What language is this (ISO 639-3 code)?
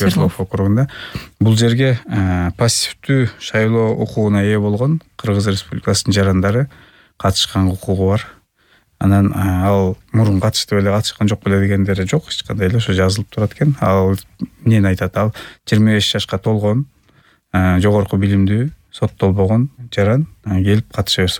kir